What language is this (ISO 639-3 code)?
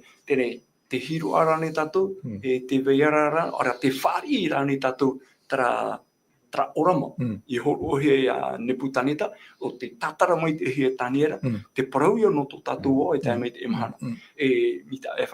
tah